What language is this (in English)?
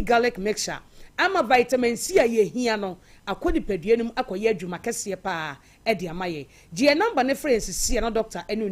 Akan